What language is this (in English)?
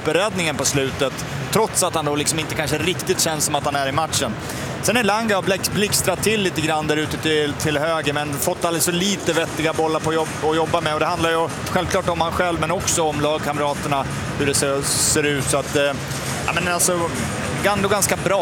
Swedish